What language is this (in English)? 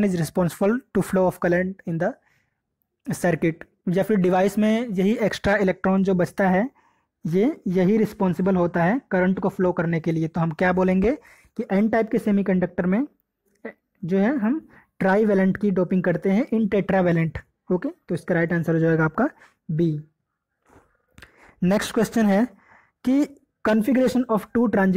Hindi